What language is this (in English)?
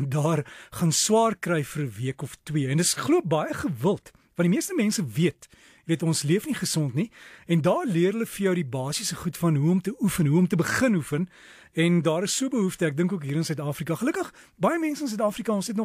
Afrikaans